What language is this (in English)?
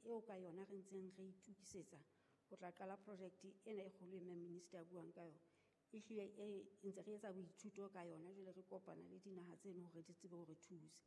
Southern Sotho